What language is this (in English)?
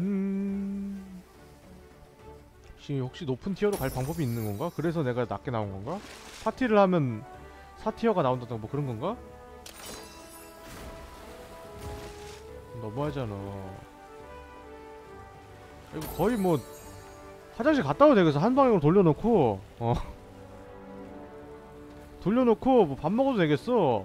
Korean